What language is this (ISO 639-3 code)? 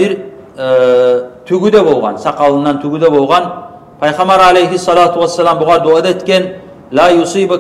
kum